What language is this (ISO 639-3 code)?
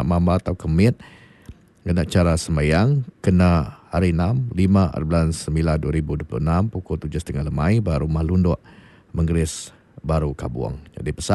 iba